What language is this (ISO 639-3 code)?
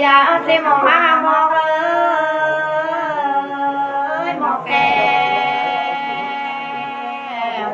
nut